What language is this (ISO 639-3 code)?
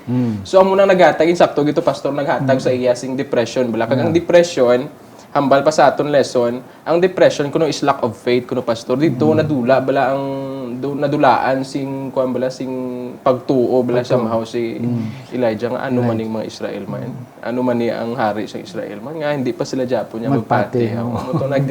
hil